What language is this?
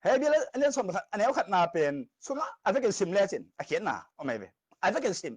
Tedim Chin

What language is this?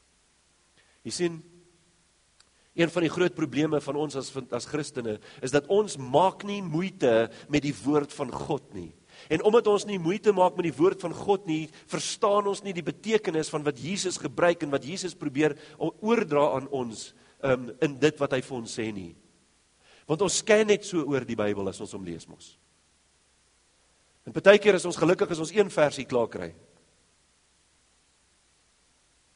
Afrikaans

